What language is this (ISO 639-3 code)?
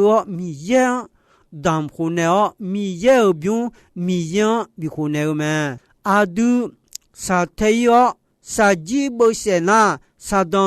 ahk